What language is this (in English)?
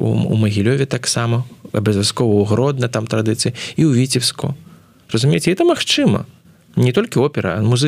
Belarusian